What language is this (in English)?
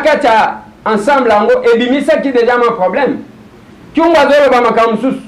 Lingala